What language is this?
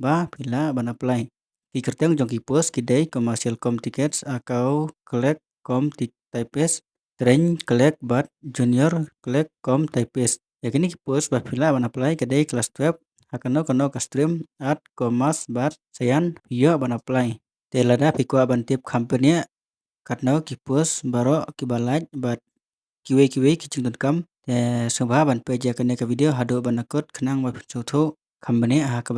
Khasi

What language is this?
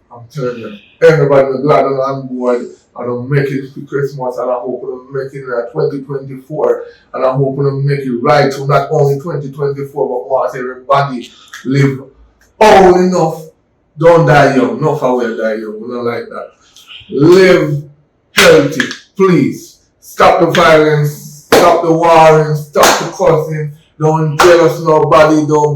Jamaican Creole English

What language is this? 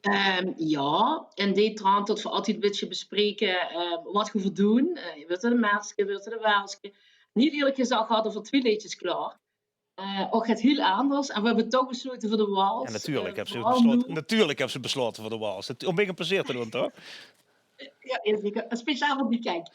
Limburgish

